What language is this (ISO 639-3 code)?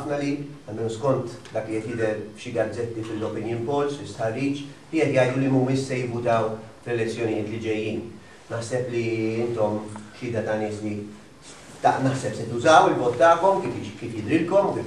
mlt